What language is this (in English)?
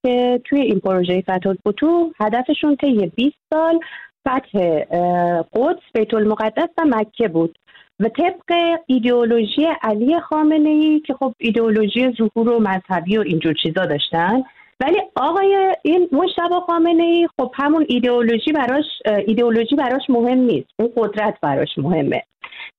Persian